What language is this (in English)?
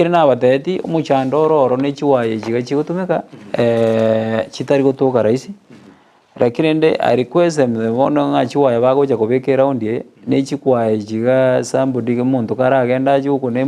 Gusii